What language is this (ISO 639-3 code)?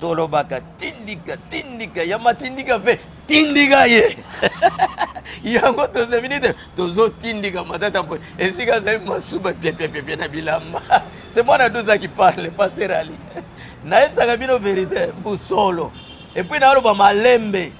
lin